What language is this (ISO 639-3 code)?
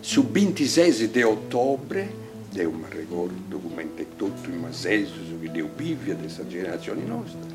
srd